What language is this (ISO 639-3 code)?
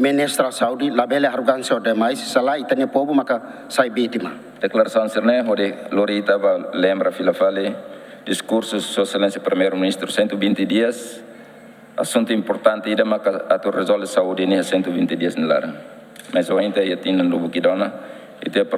tet